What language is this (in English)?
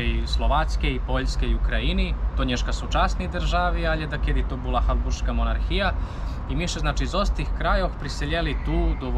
Rusyn